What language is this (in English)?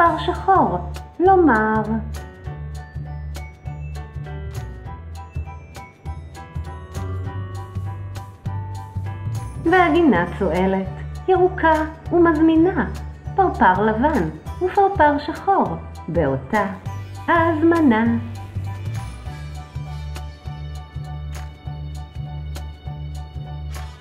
Hebrew